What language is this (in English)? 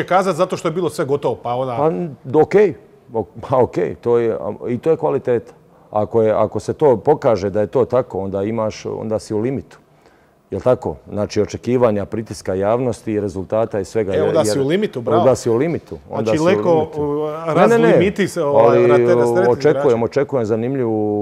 Croatian